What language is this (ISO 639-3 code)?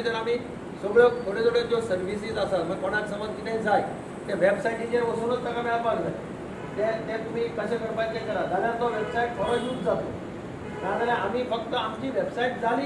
kok